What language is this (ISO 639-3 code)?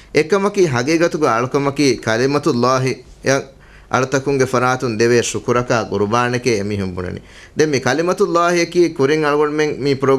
div